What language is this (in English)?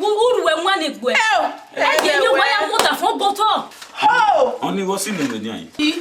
Bini